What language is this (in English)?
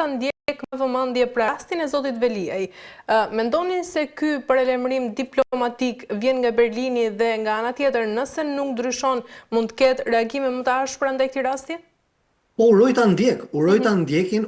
Albanian